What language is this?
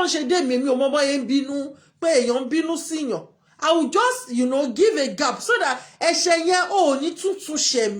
Yoruba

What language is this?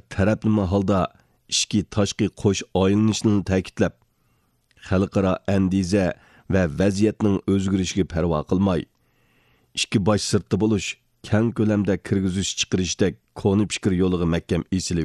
Uyghur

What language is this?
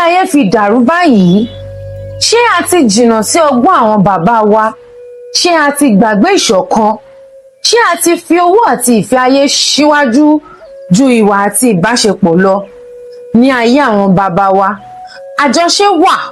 Yoruba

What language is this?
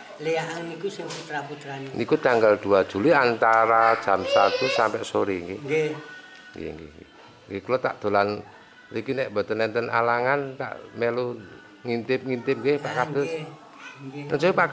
Javanese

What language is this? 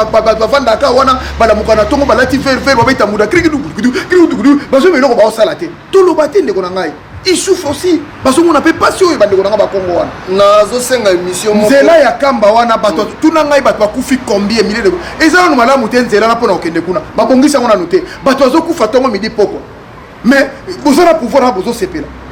Lingala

